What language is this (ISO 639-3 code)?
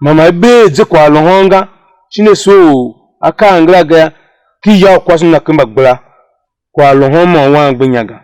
tiv